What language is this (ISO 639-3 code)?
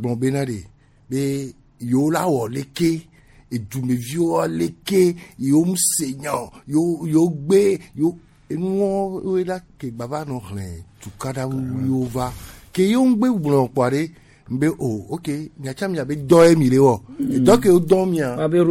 gej